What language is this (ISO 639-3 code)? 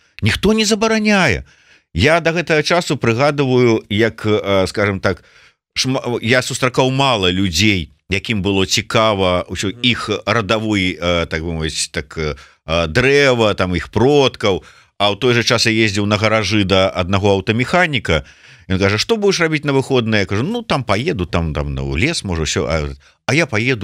bel